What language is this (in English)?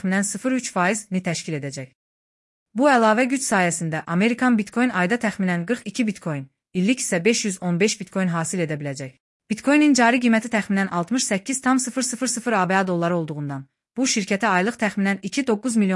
Azerbaijani